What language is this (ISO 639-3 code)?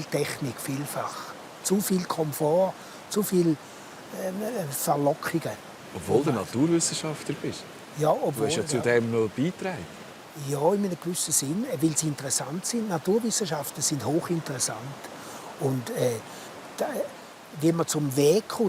gsw